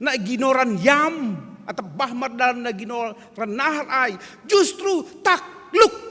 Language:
Batak Simalungun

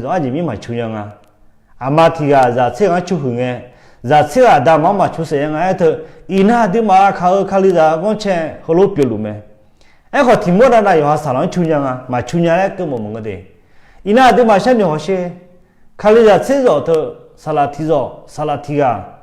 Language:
Akha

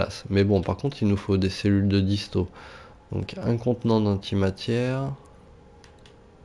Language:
French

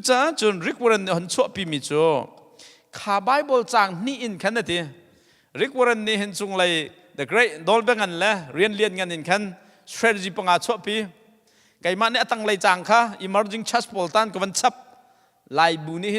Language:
Hakha Chin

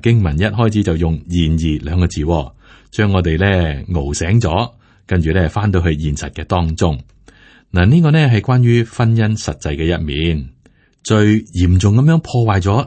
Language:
Cantonese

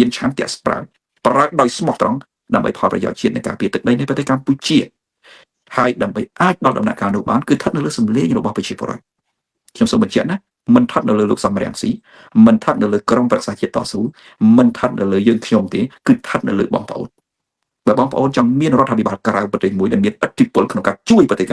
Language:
Khmer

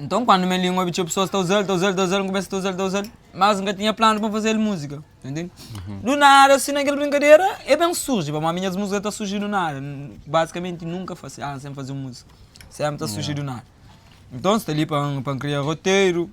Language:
Kabuverdianu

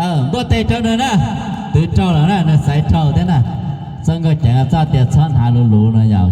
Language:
Hmong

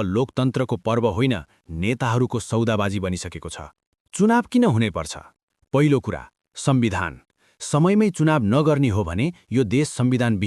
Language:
Nepali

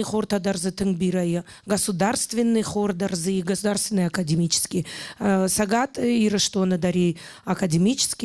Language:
Ossetic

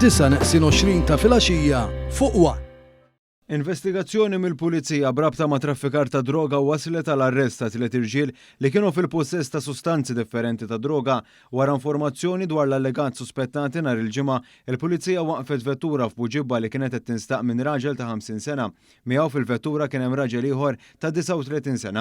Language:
Maltese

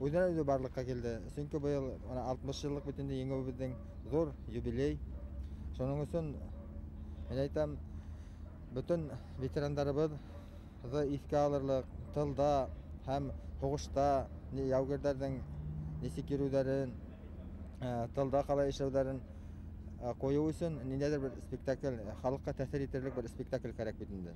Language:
Bashkir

